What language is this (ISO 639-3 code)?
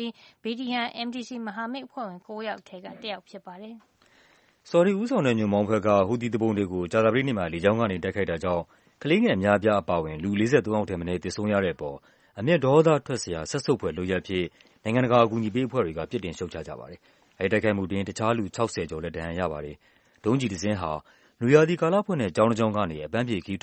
mya